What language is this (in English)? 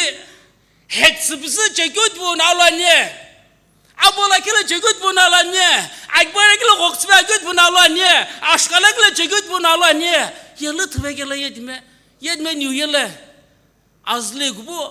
Sumi Naga